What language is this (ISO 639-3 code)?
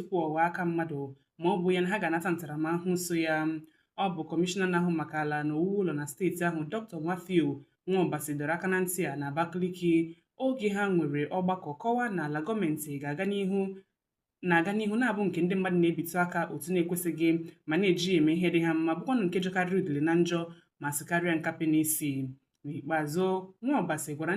ibo